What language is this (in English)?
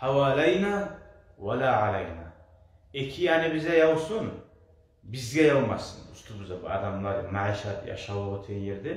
Kumyk